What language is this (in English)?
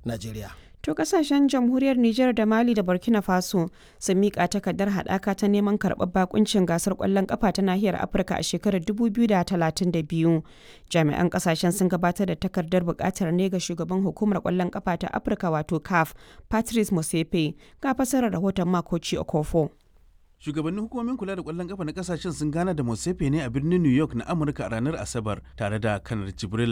Hausa